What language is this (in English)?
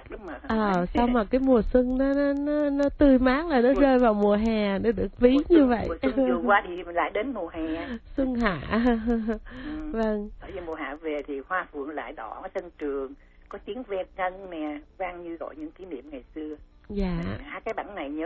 Vietnamese